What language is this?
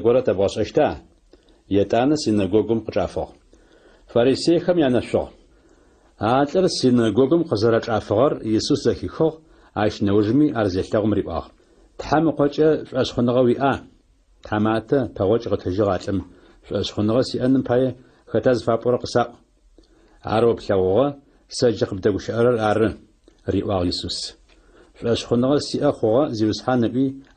Adyghe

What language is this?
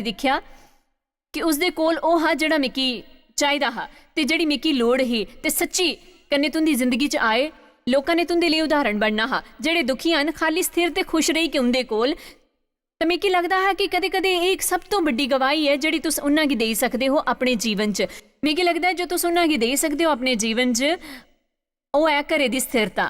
Dogri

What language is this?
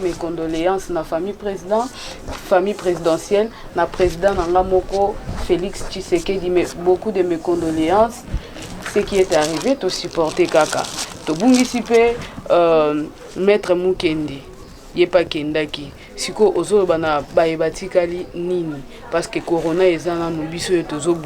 Lingala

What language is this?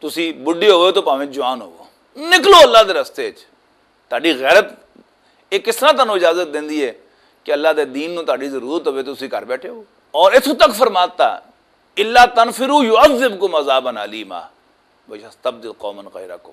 Western Panjabi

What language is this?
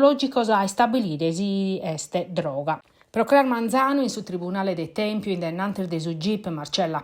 Sardinian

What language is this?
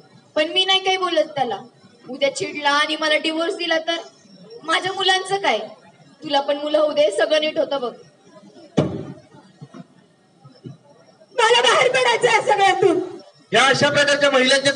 Marathi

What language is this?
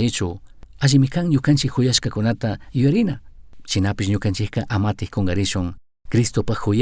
Chimborazo Highland Quichua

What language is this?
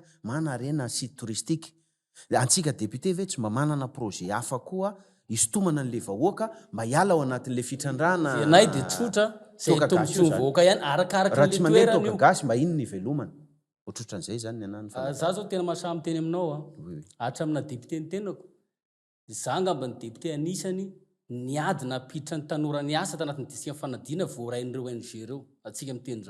Malagasy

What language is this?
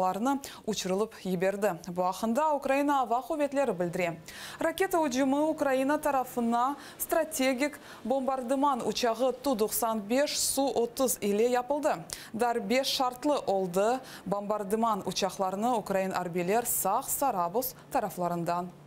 Crimean Tatar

